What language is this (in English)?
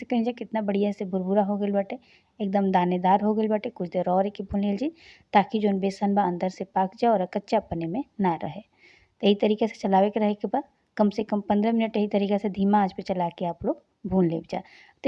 Bhojpuri